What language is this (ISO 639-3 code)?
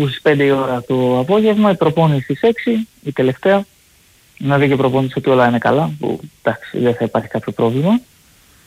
ell